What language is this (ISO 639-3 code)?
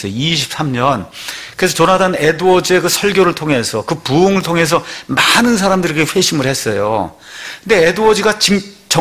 kor